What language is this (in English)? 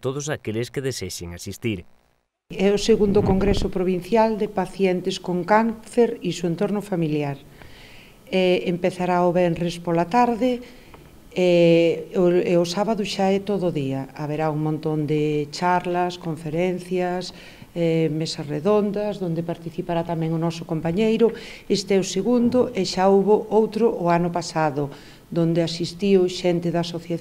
Galician